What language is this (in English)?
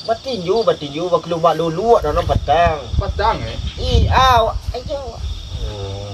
Minangkabau